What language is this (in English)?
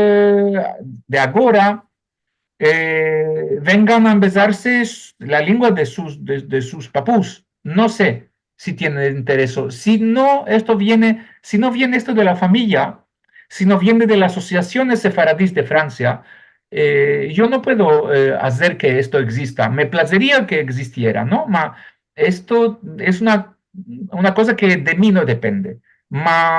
Ladino